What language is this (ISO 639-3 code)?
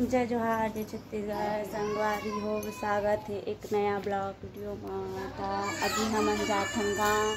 hne